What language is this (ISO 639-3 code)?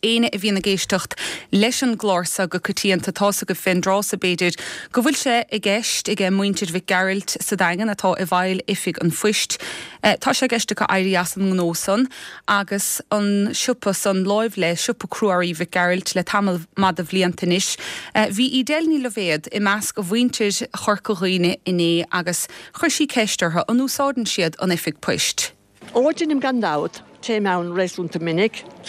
gle